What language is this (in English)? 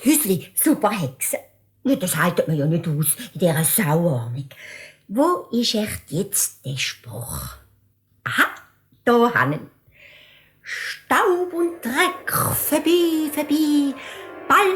Swiss German